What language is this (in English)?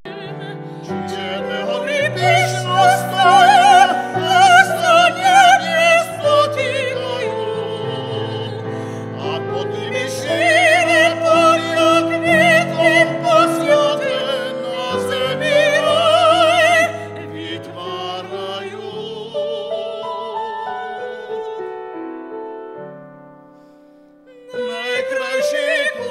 Slovak